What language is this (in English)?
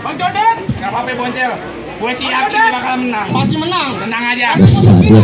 Betawi